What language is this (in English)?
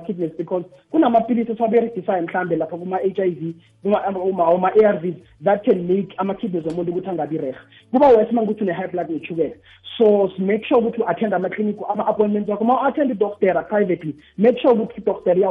South Ndebele